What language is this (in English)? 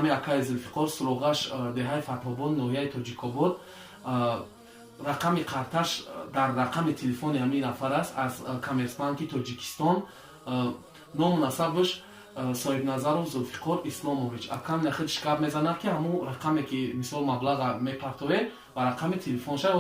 Tajik